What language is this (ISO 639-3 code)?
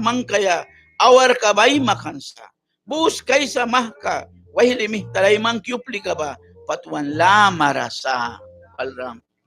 miq